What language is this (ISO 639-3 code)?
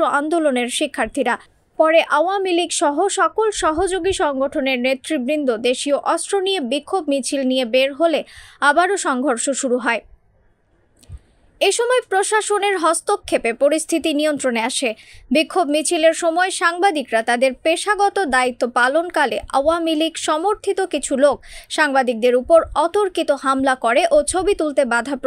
ben